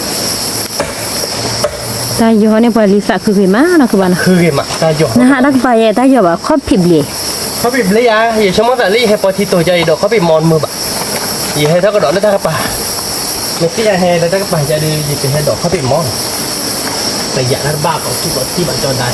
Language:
S'gaw Karen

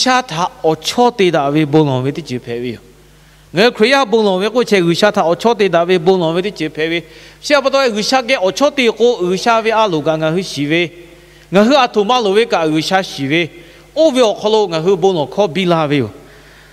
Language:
Lahu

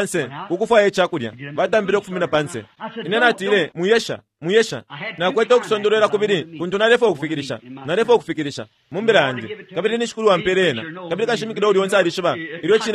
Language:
Bemba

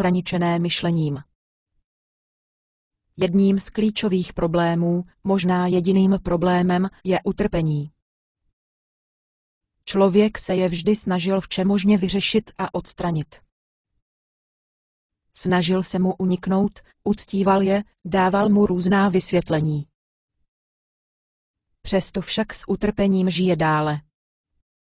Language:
Czech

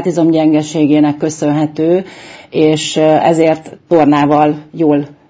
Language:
Hungarian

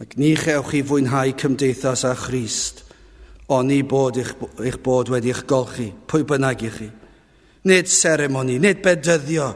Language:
Welsh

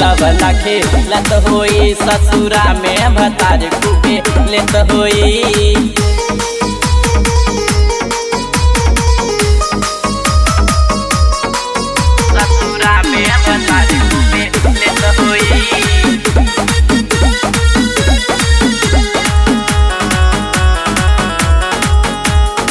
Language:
Bhojpuri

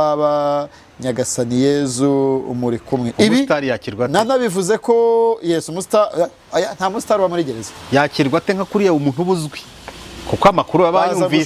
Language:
Kinyarwanda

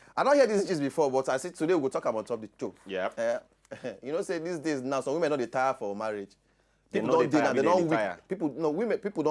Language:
Nigerian Pidgin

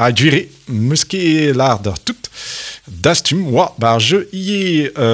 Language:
Breton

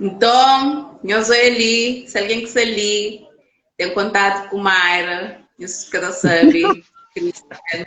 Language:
Kabuverdianu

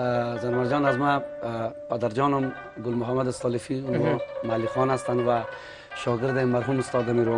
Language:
Persian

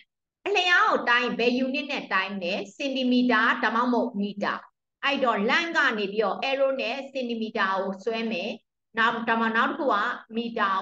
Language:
Burmese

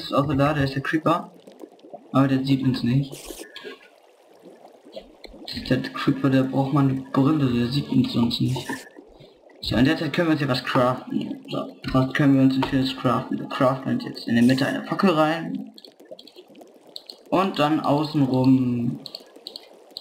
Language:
German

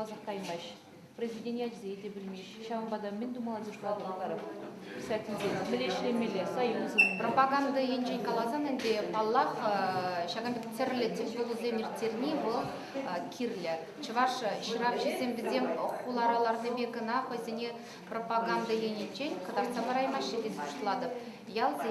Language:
Chuvash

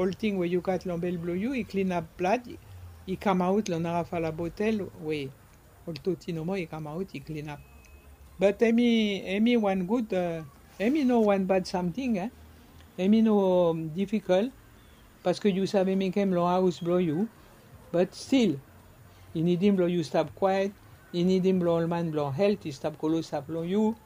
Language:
Bislama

